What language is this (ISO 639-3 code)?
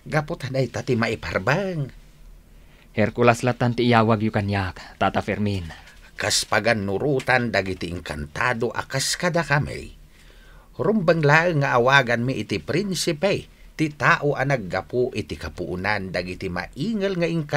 ilo